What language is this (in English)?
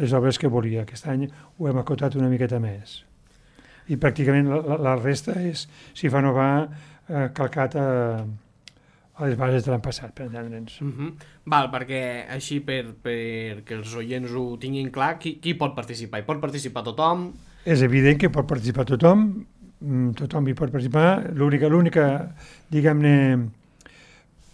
Catalan